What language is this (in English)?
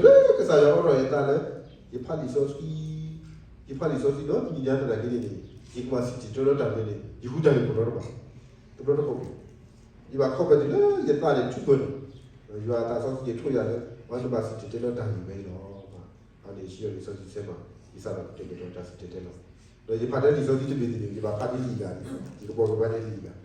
S'gaw Karen